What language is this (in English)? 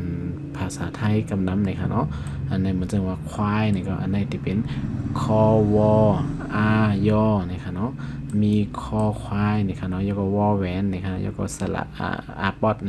Shan